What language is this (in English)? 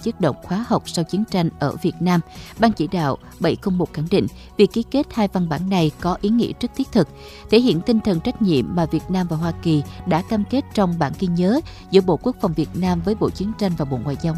Vietnamese